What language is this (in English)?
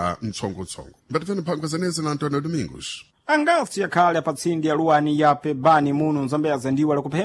Sena